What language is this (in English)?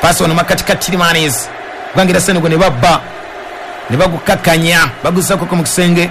Ganda